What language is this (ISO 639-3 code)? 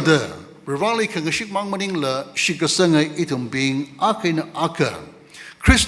nmf